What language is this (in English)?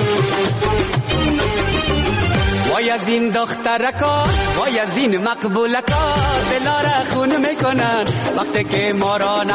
Persian